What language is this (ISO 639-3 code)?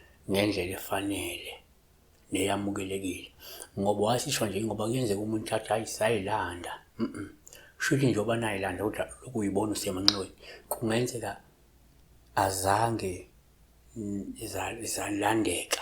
zul